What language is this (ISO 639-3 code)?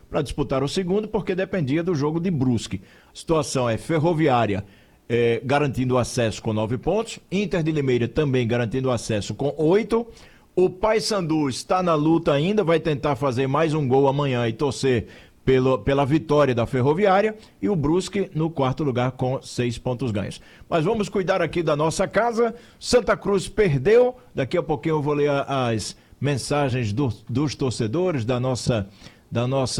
por